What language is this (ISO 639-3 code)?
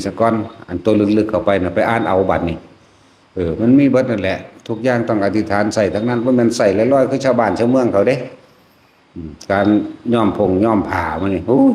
tts